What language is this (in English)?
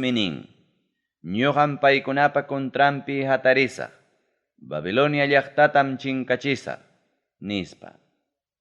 Ayacucho Quechua